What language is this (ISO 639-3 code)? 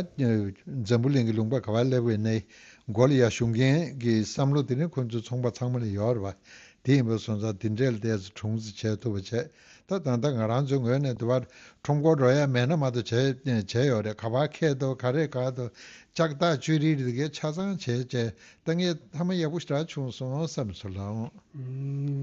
bod